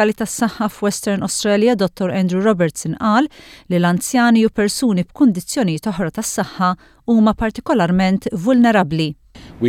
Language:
Maltese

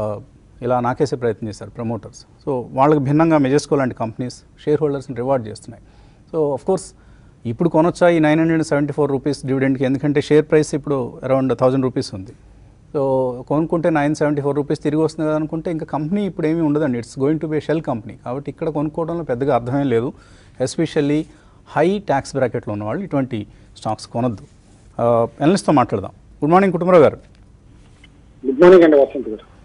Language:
Telugu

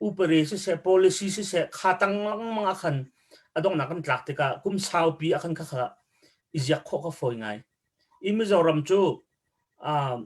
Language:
Hakha Chin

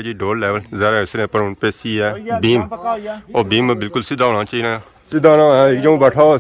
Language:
Pahari-Potwari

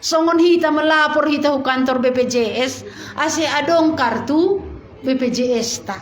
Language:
Batak Simalungun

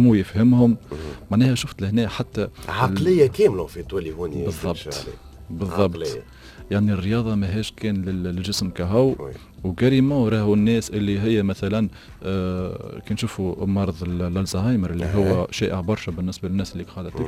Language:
Tunisian Arabic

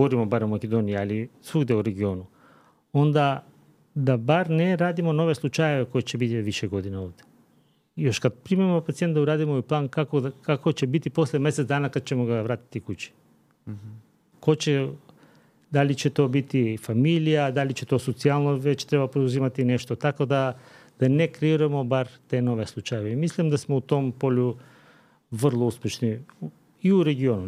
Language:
Serbian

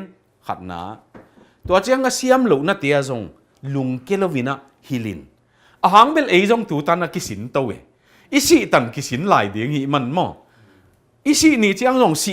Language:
Tedim Chin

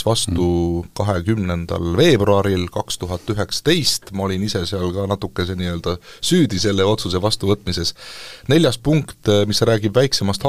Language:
Estonian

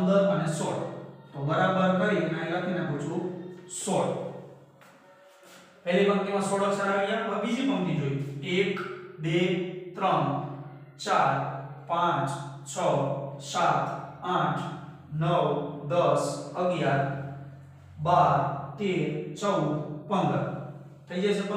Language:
Gujarati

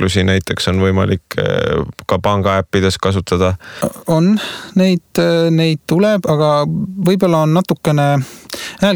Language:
Estonian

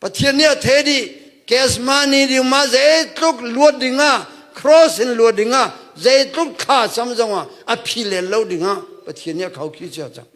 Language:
Hakha Chin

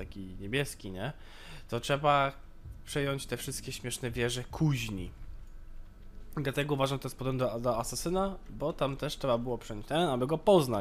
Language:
Polish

